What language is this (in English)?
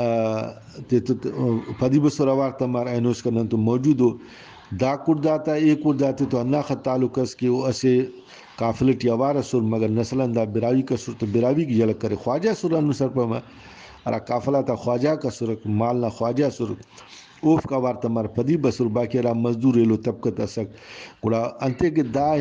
Brahui